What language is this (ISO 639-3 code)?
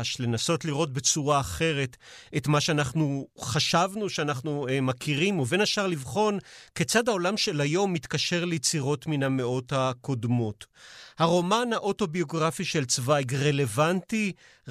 heb